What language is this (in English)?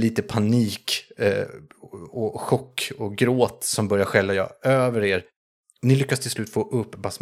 Swedish